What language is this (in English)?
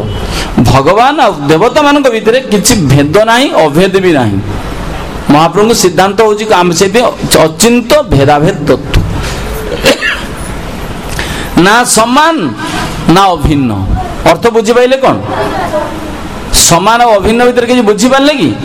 Odia